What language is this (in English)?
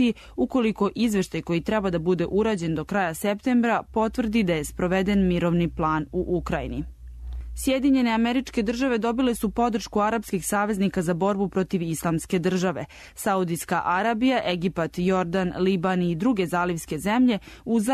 Serbian